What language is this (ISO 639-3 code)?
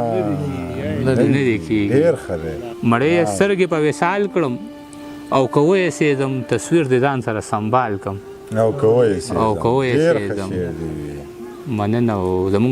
pus